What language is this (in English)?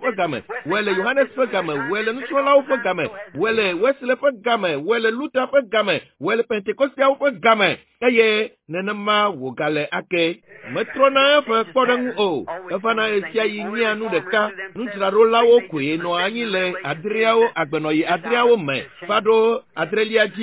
Ewe